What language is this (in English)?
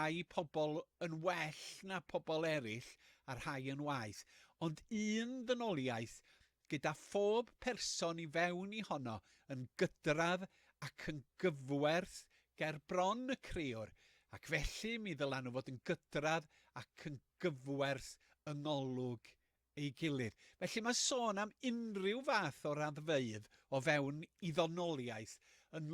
Welsh